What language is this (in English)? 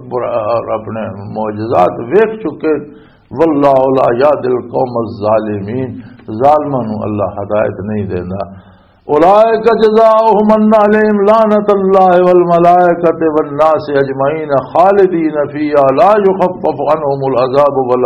Western Panjabi